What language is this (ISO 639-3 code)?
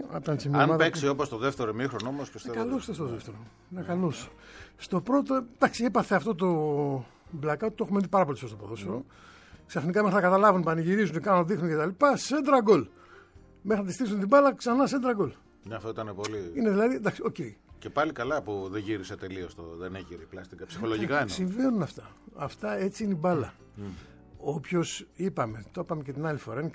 ell